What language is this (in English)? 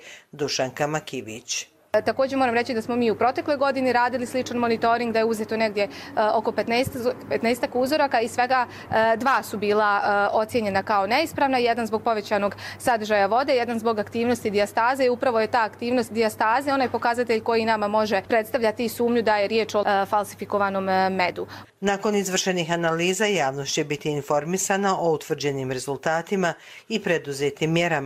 Croatian